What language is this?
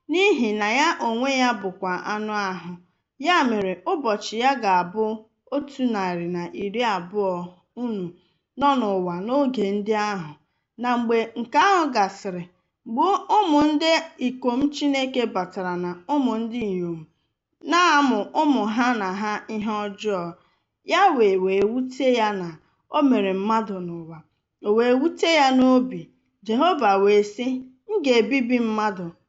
Igbo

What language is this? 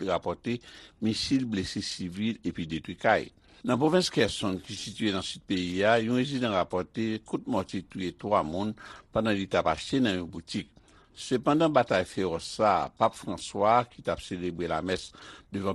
Haitian Creole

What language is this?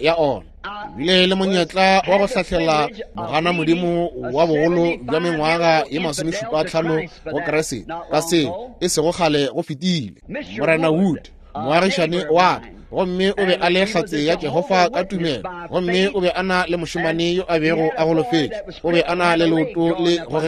Northern Sotho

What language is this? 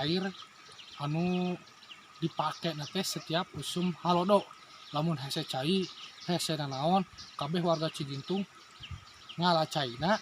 Sundanese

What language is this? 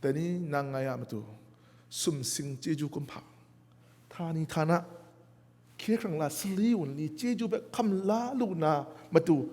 Kachin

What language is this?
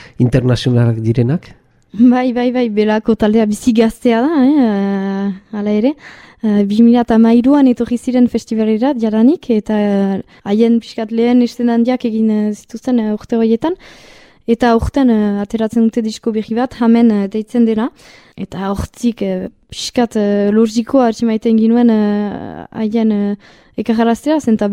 Basque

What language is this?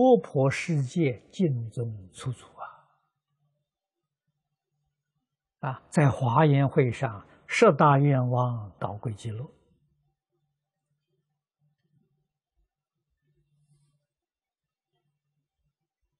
Chinese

